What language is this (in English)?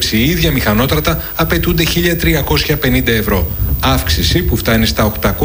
Greek